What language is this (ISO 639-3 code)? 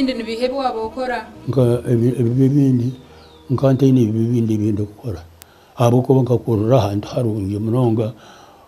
nyn